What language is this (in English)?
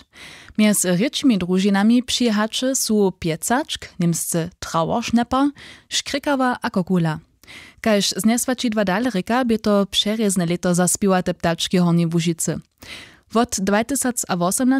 Upper Sorbian